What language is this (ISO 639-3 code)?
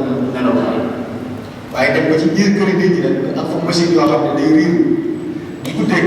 wol